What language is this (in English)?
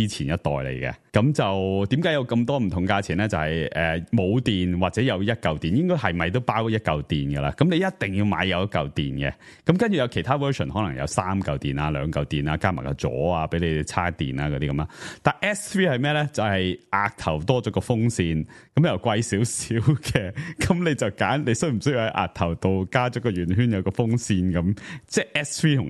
Cantonese